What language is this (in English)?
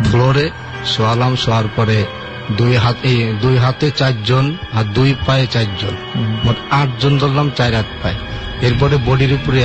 Bangla